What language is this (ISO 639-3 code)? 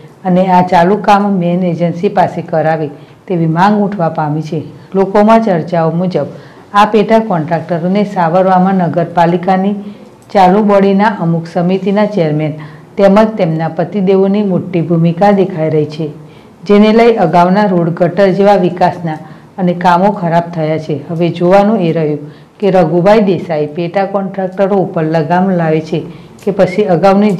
guj